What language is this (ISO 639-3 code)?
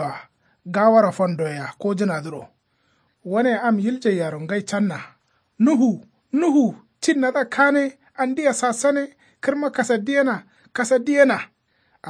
kau